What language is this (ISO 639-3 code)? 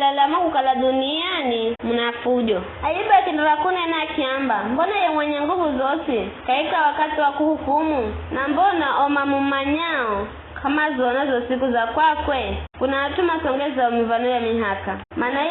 nyf